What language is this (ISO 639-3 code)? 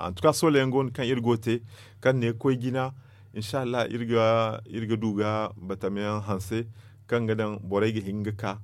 dje